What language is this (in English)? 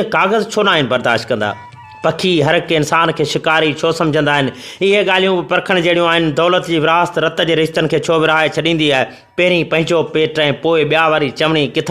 Sindhi